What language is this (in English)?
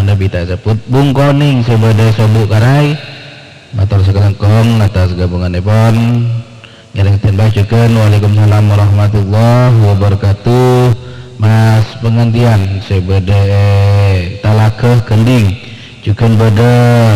Madurese